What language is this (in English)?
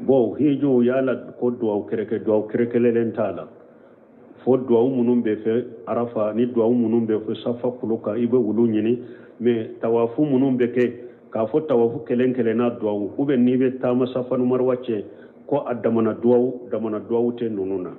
Bambara